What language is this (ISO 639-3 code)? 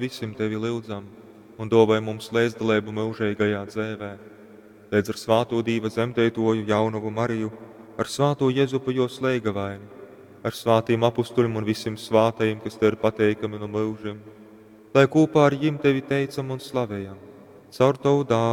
ltg